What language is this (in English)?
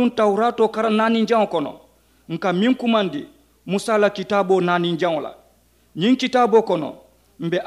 Mandingo